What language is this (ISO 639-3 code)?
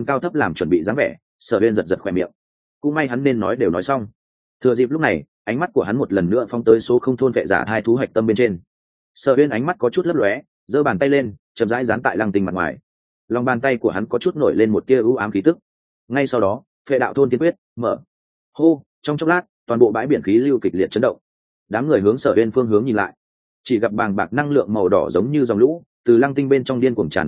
vie